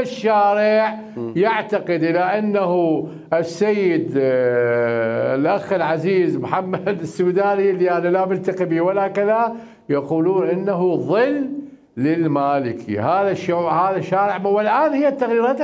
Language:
Mesopotamian Arabic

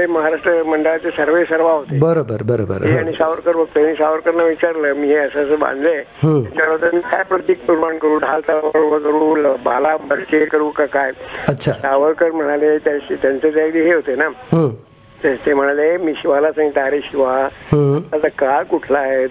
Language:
Marathi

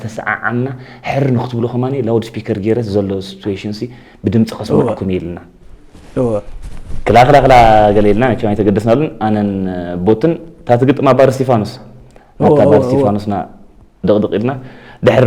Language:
Tigrinya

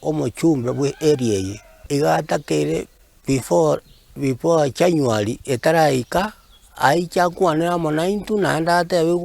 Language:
Gusii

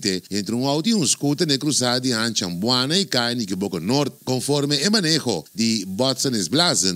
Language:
Papiamento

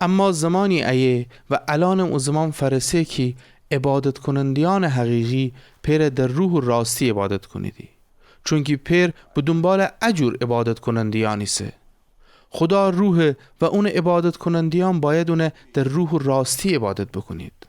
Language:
Gilaki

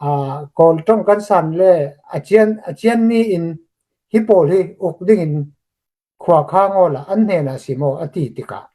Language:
Hakha Chin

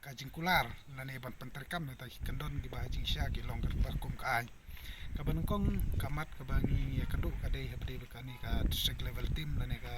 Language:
Khasi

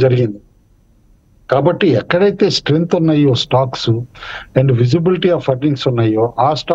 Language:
Telugu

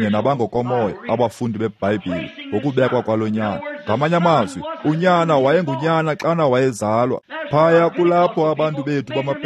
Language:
Xhosa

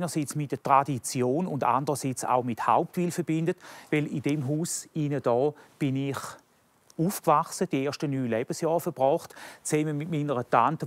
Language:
German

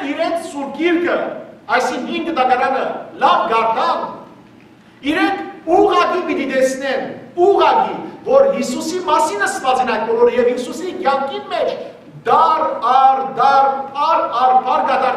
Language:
Western Armenian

